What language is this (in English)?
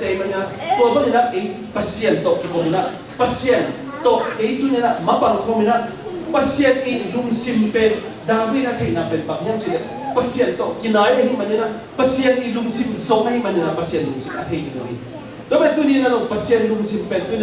Tedim Chin